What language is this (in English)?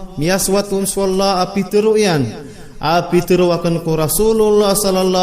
Maranao